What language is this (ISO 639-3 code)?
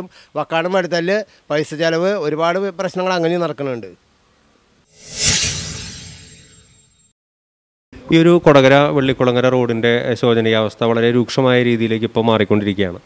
mal